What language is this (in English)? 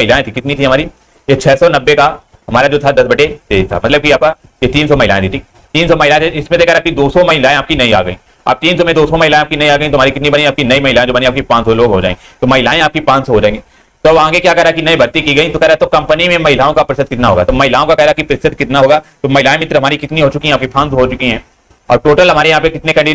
Hindi